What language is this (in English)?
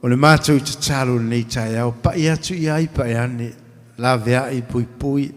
Samoan